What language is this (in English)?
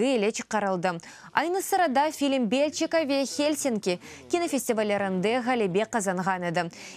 Crimean Tatar